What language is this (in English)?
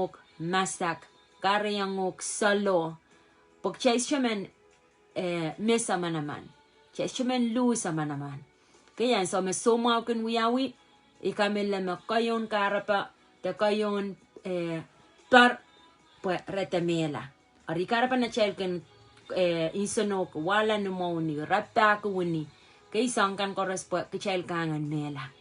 Pohnpeian